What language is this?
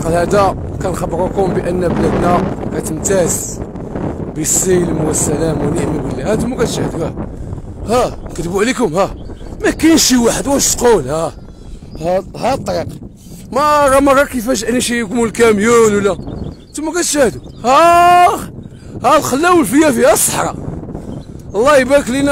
Moroccan Arabic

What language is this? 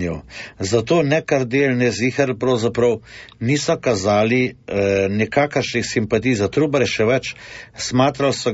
Slovenian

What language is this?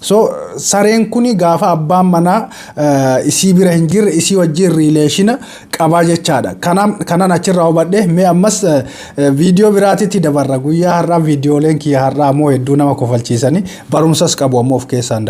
Oromo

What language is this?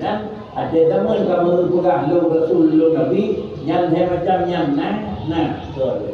Achinese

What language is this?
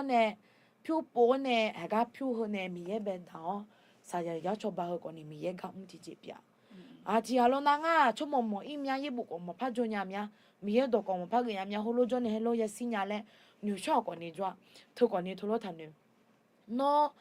Akha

